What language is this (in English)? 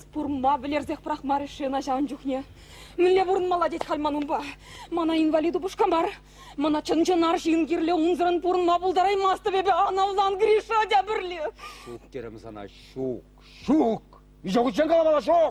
Chuvash